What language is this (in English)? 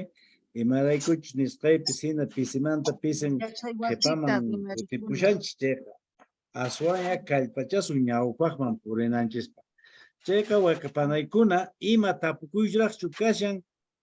Quechua